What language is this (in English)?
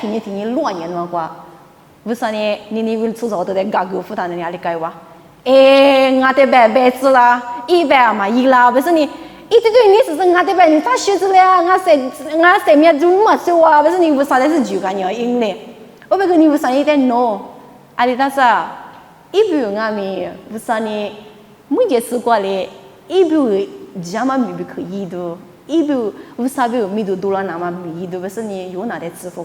Lisu